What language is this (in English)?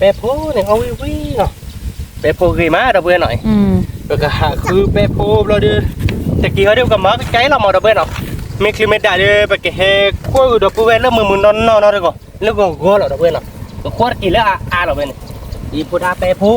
S'gaw Karen